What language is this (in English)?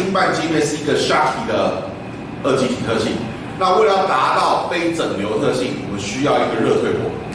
Chinese